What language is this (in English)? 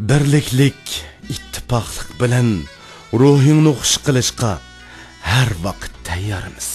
Uyghur